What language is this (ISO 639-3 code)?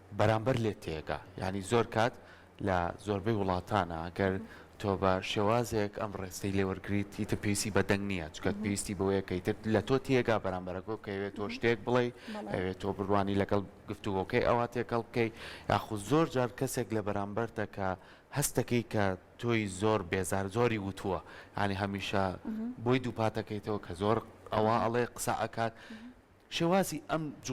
ckb